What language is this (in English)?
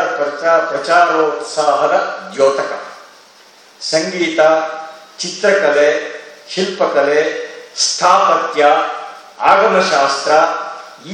Kannada